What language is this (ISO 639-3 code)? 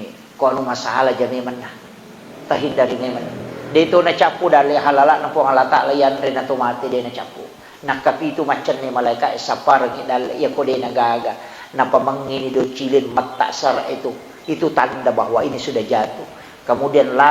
bug